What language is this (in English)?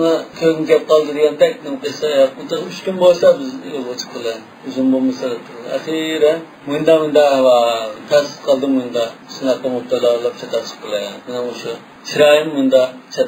Uyghur